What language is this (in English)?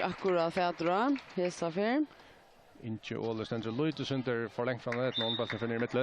Faroese